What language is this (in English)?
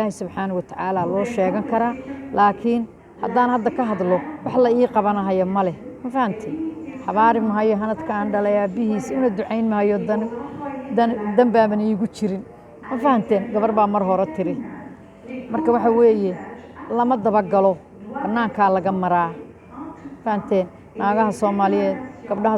Somali